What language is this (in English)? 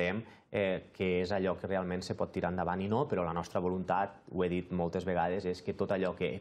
Catalan